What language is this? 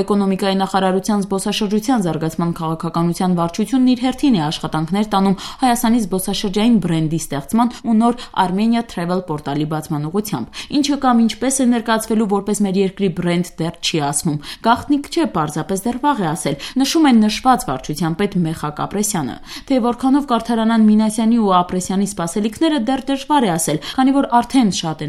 Armenian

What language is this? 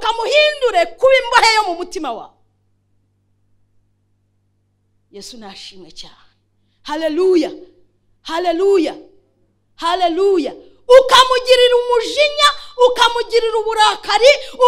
Kinyarwanda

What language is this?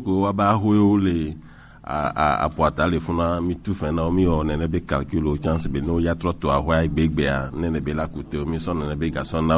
French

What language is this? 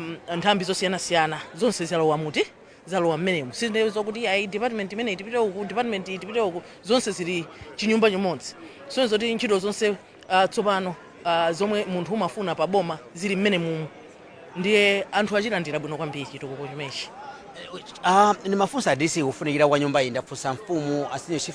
Nyanja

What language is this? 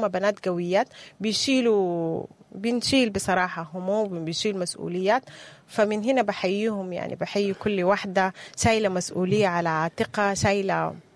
Sudanese Arabic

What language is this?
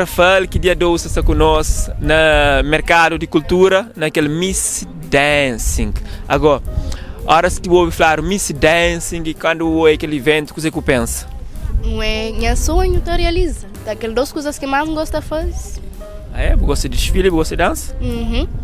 Kabuverdianu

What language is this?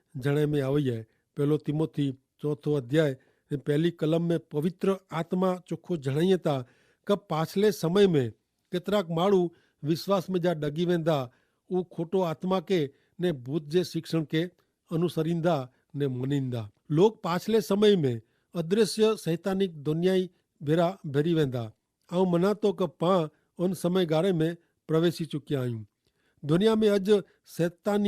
Kachhi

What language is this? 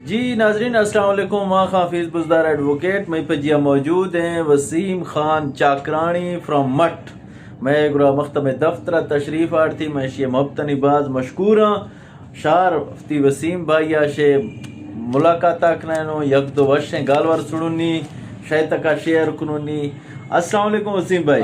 Eastern Balochi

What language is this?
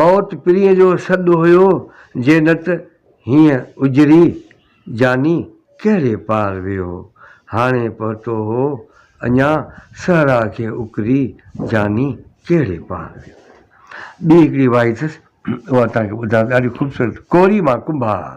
Sindhi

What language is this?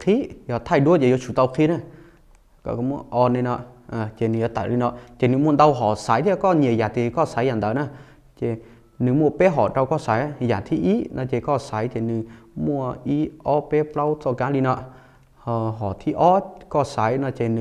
Hmong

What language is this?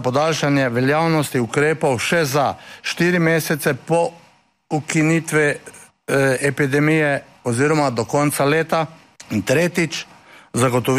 Slovenian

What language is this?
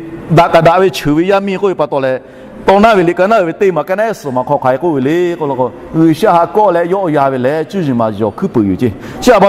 Lahu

